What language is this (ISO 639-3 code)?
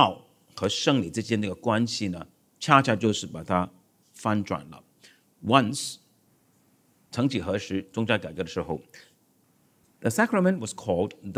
zho